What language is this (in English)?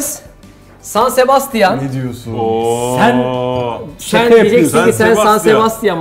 Turkish